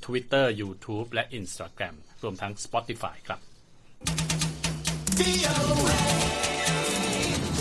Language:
Thai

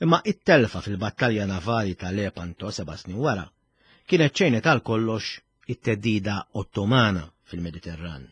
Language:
Maltese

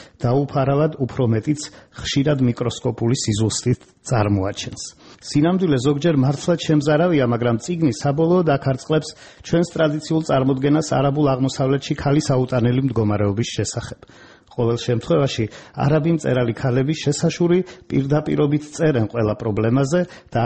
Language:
Georgian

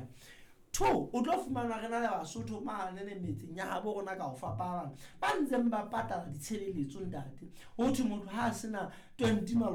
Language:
Southern Sotho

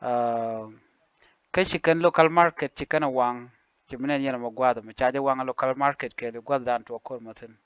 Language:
Nuer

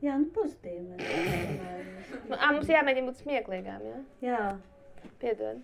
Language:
Latvian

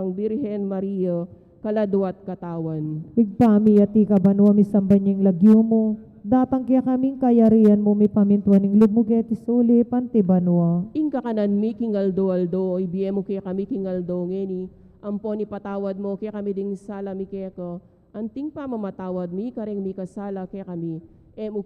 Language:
Pampanga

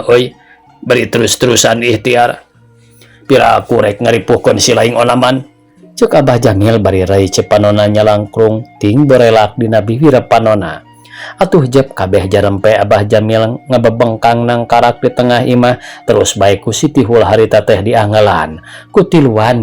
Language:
Sundanese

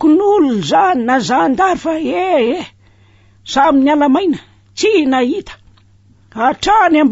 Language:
Malagasy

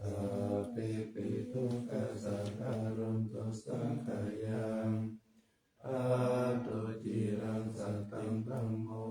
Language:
Pali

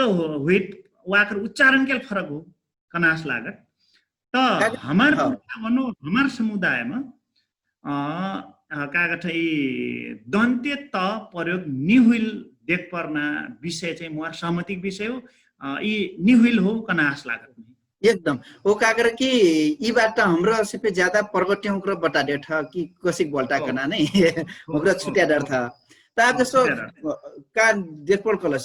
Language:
Dangaura Tharu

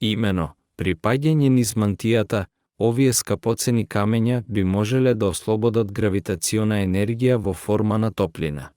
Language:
Macedonian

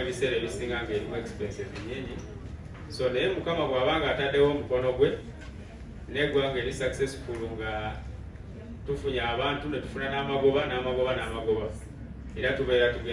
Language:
Ganda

